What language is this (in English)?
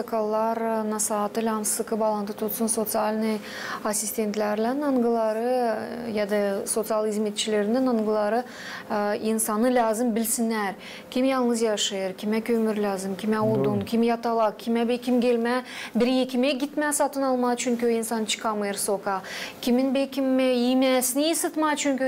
Gagauz